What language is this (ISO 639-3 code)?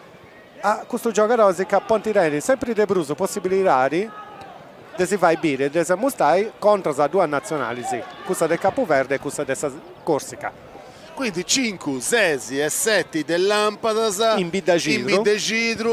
srd